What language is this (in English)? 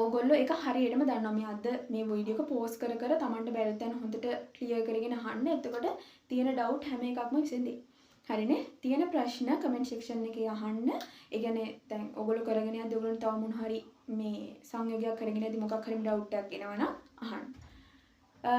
Sinhala